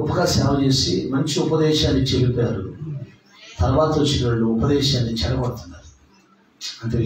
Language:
Telugu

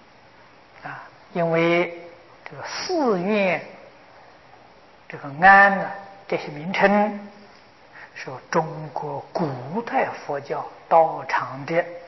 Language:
Chinese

